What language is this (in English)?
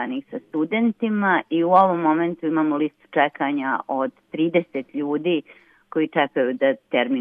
Serbian